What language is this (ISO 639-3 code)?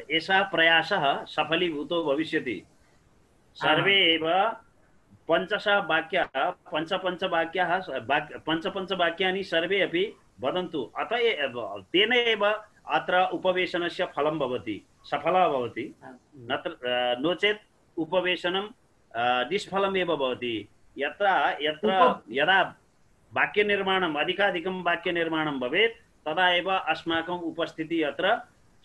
san